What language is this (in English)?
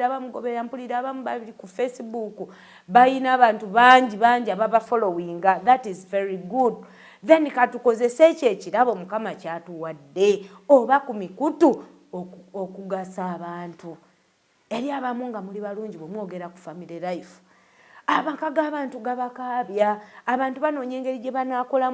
Ganda